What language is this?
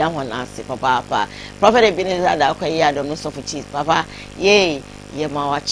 Akan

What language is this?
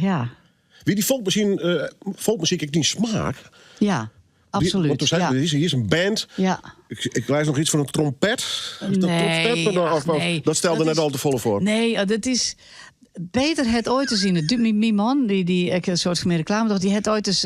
Western Frisian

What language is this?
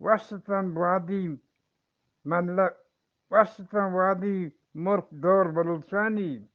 Eastern Balochi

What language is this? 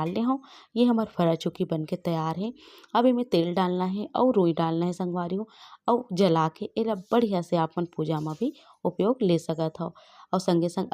Chhattisgarhi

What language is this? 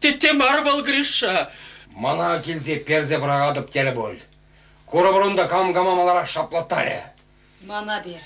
Chuvash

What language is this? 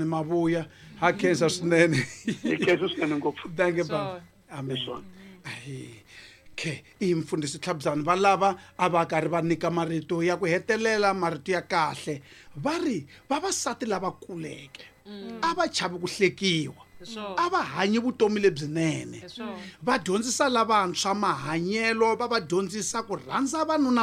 Tsonga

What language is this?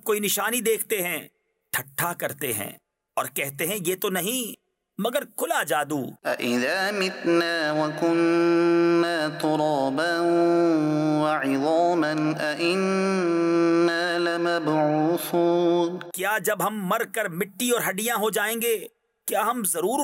Urdu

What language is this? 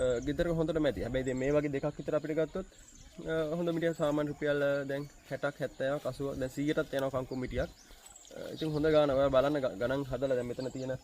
Sinhala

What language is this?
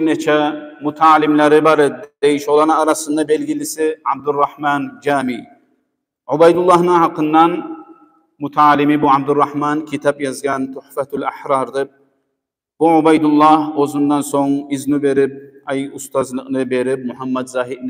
Kumyk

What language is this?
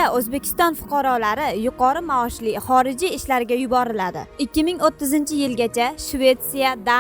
Uzbek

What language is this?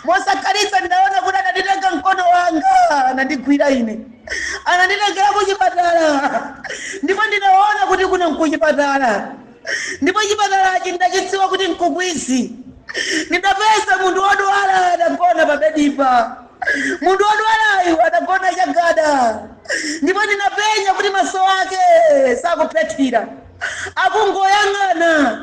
Nyanja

